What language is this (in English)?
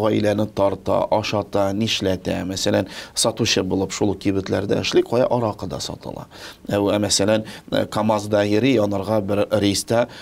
Tatar